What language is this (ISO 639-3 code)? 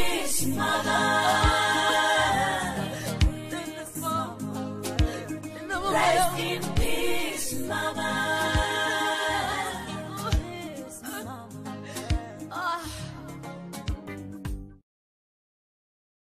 swa